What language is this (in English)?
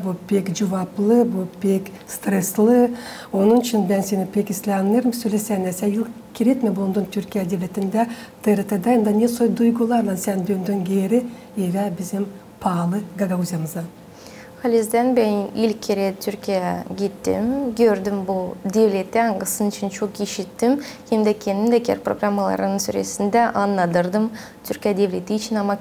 Gagauz